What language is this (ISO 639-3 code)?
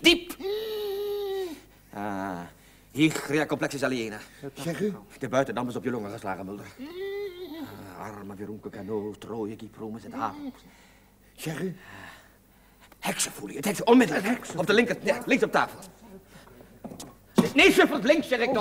nld